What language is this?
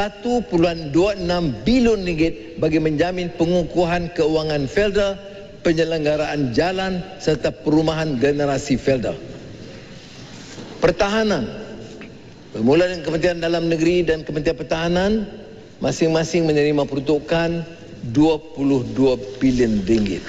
Malay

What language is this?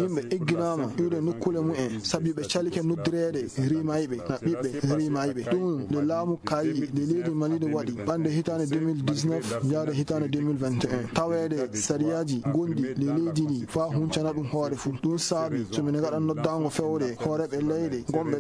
Fula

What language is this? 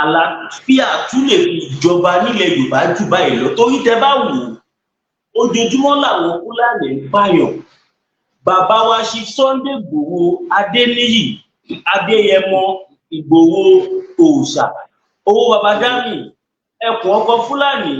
Yoruba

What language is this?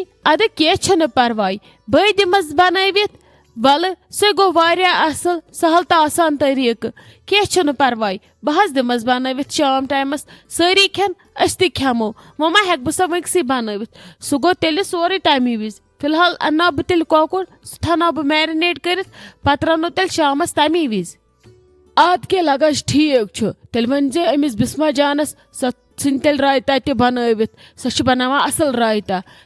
Kashmiri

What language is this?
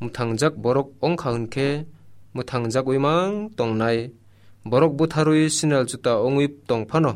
Kok Borok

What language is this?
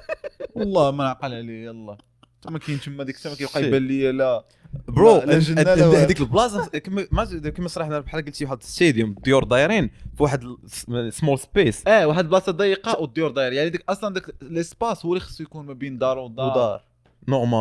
Moroccan Arabic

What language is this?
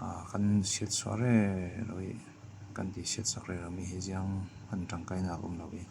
Falam Chin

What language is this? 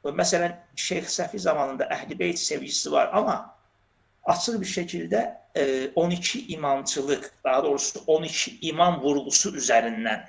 Azerbaijani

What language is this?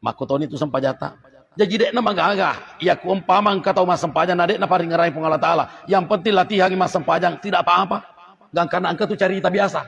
Buginese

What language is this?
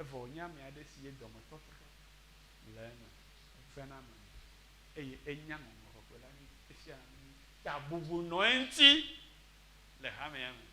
Ewe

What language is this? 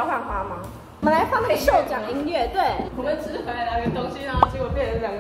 Chinese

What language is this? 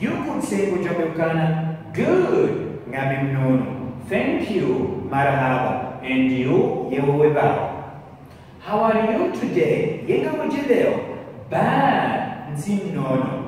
Ngazidja Comorian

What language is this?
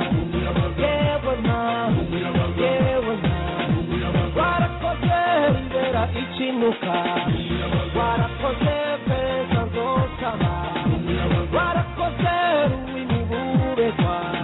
Kinyarwanda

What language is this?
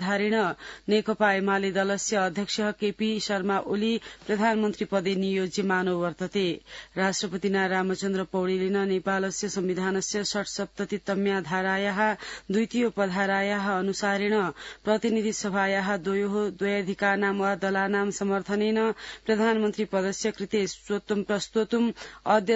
Sanskrit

